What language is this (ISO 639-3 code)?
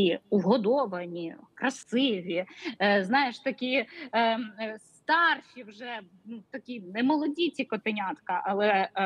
ukr